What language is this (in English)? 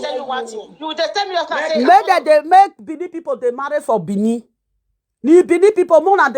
Nigerian Pidgin